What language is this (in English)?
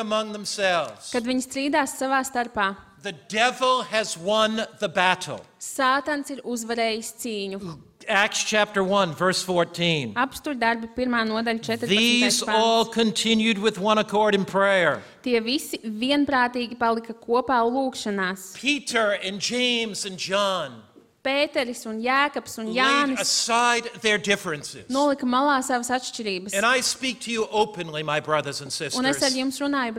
Latvian